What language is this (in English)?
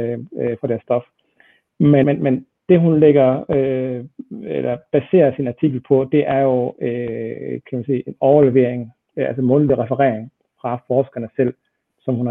Danish